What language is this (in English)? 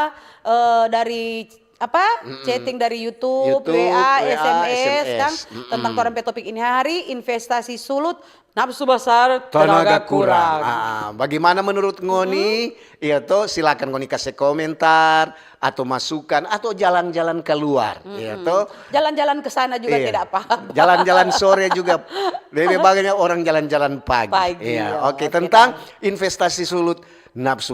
Manado Malay